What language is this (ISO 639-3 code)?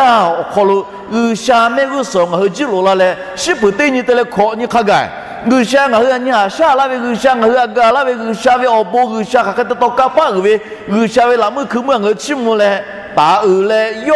lhu